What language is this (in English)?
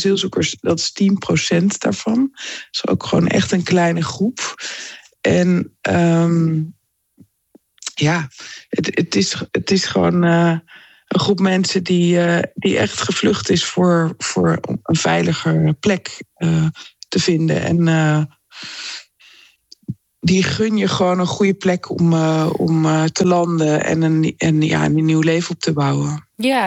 Dutch